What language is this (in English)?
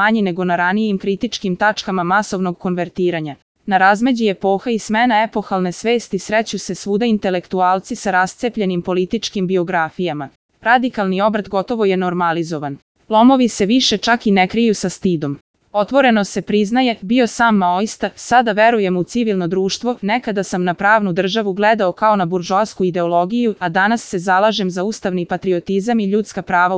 Serbian